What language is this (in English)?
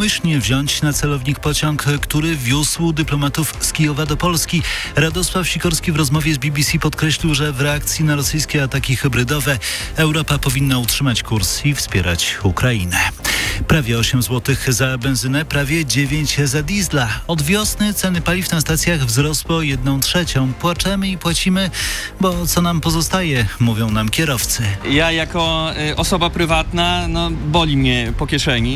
Polish